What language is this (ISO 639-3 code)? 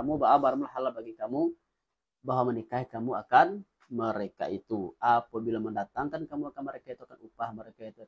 min